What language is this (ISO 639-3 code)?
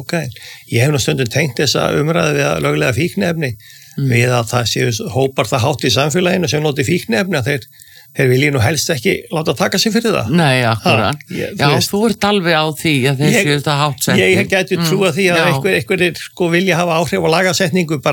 isl